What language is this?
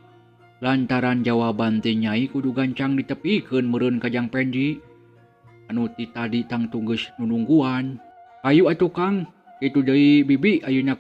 Sundanese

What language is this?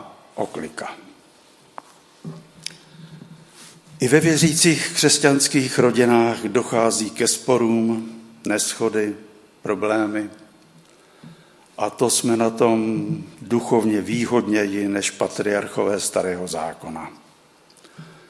Czech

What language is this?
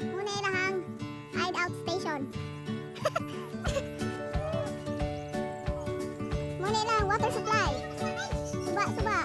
Cebuano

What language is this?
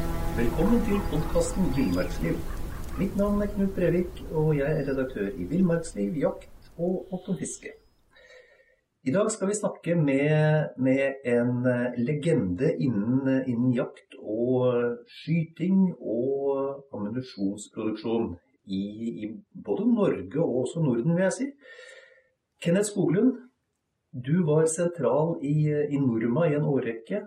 Norwegian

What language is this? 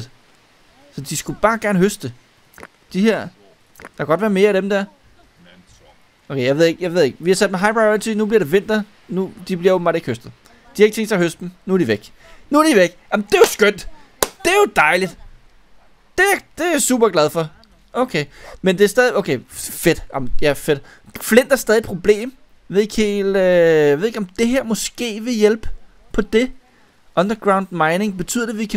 Danish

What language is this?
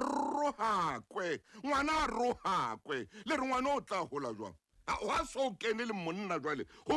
Southern Sotho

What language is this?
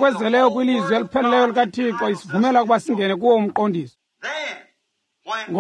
Xhosa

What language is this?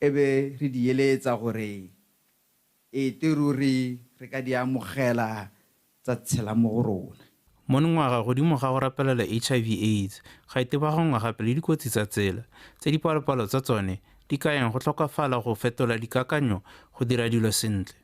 Tswana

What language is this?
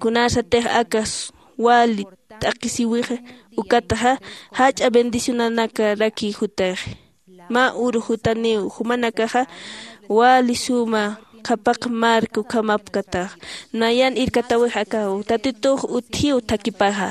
Aymara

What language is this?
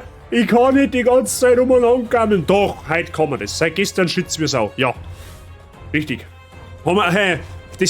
Bavarian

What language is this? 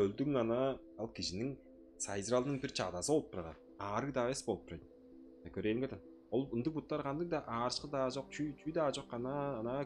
Tuvinian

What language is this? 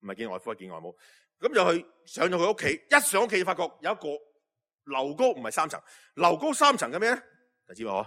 Cantonese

